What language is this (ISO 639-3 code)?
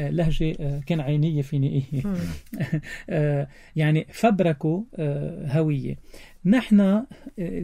apc